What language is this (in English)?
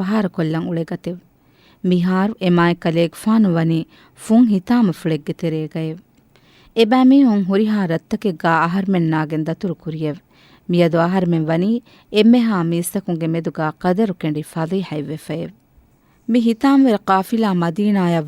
Divehi